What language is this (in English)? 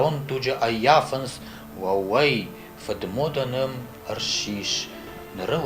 Ossetic